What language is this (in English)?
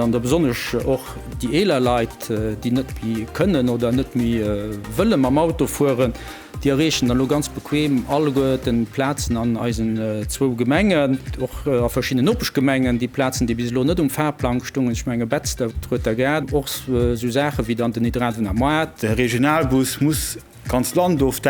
Luxembourgish